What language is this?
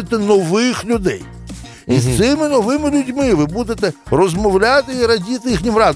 Ukrainian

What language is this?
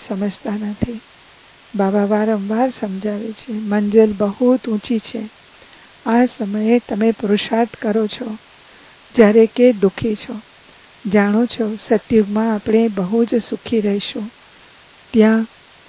Gujarati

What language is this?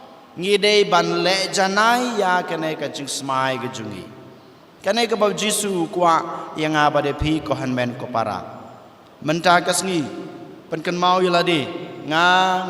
Khasi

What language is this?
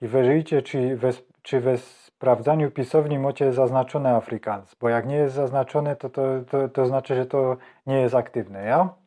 Silesian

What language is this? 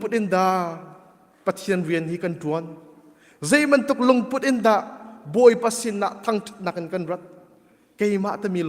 Hakha Chin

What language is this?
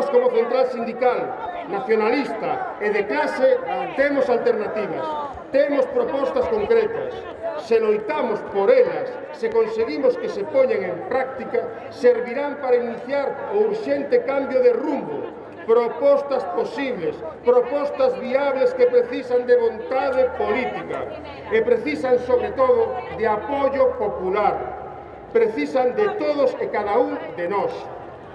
Galician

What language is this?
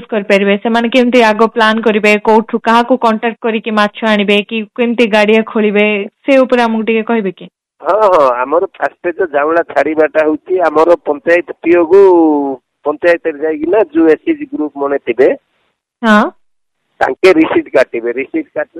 Odia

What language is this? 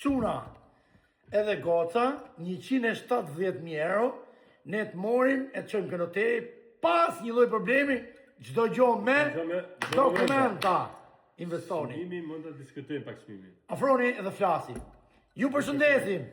Albanian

